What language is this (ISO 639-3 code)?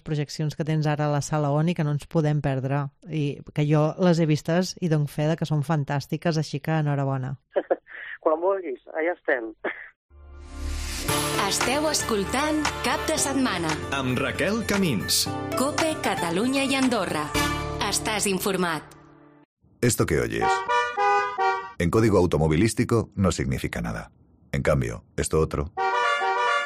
cat